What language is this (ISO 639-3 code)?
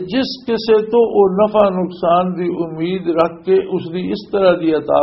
lah